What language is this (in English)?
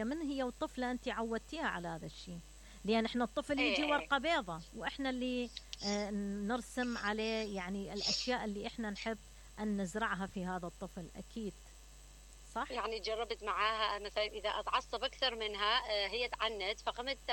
Mesopotamian Arabic